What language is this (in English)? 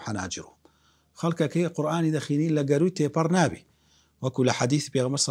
Central Kurdish